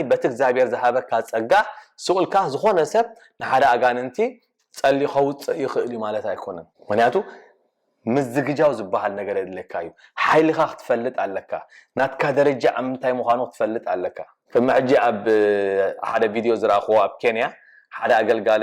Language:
Tigrinya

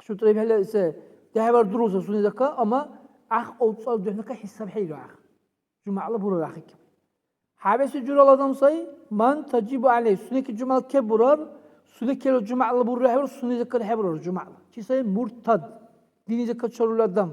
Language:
Dargwa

